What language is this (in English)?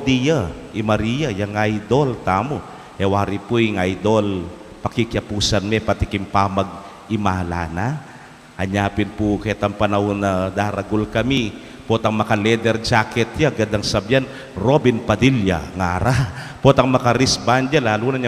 Pampanga